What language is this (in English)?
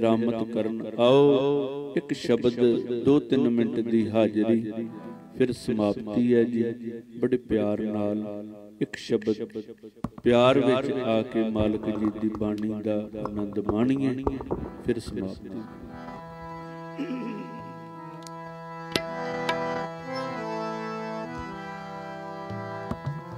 Punjabi